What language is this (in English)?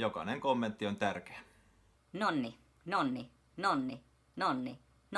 Finnish